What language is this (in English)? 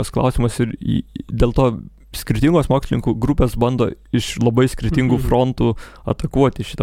Lithuanian